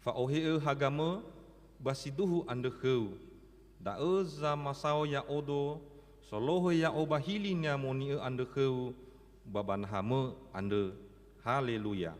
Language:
Nias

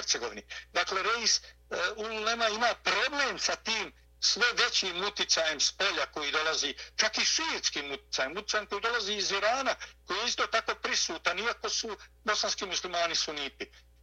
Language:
Bosnian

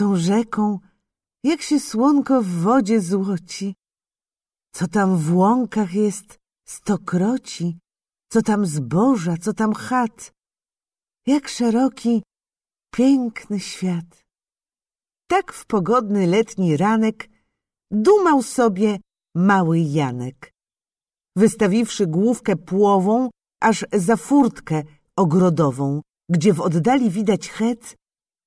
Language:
Polish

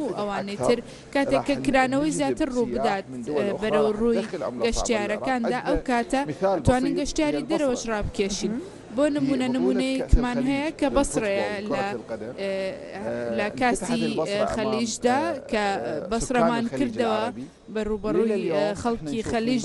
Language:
Central Kurdish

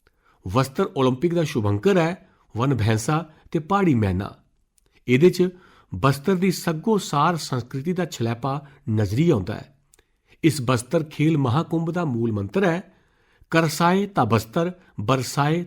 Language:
Dogri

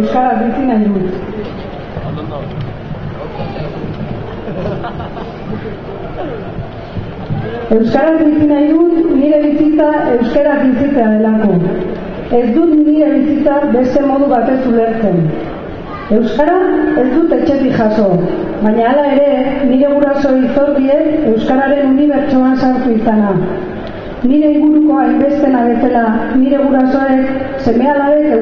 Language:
Basque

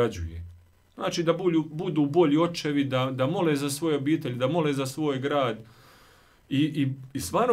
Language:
Croatian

